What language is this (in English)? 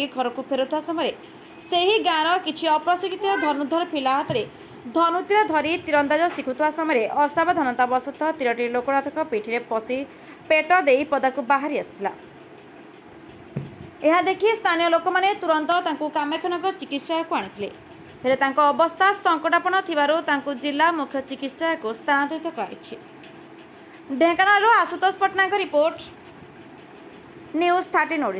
Odia